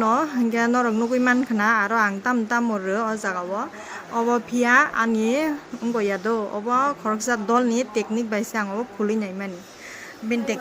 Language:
Kok Borok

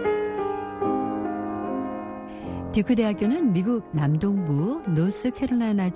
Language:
Korean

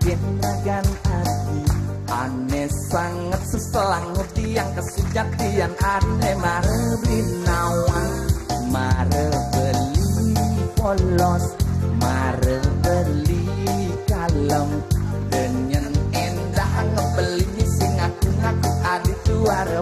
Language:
Balinese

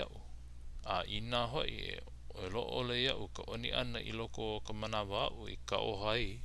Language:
Hawaiian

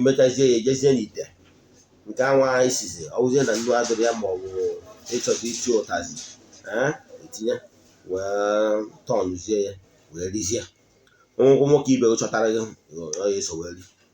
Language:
Igbo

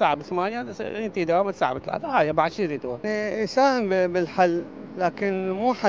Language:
Mesopotamian Arabic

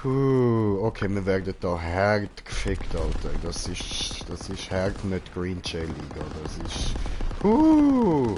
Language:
Swiss German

